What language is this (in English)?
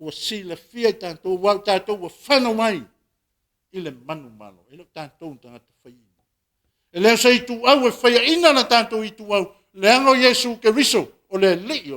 Samoan